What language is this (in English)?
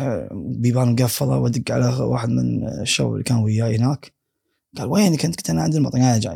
Gulf Arabic